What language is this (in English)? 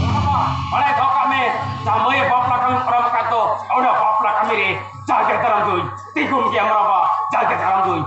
Santali